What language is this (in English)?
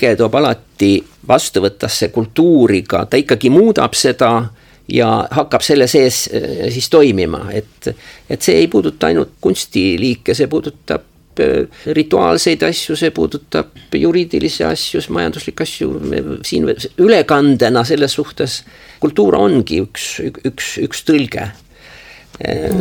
Estonian